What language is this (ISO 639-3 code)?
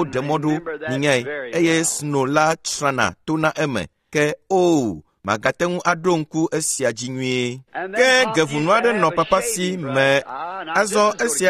ewe